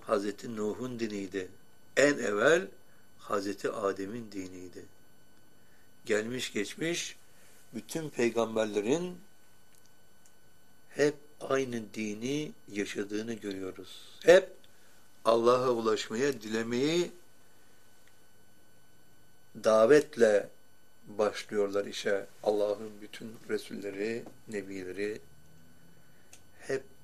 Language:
Turkish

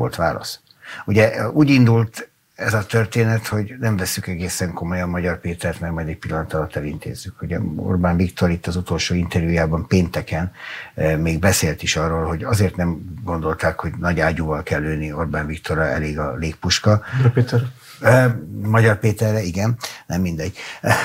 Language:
Hungarian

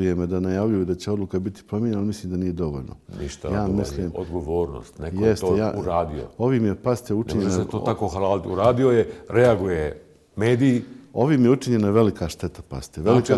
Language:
Bosnian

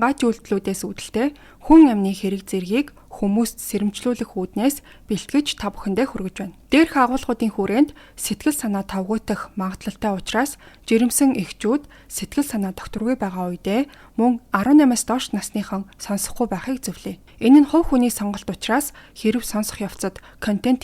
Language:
Mongolian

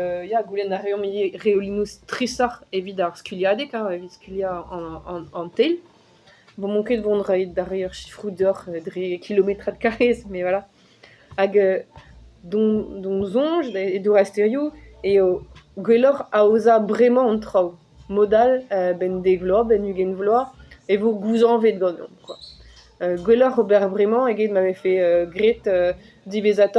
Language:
Breton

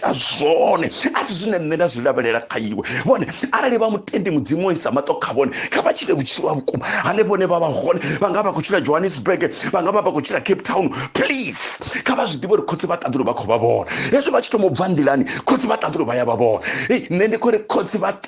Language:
Venda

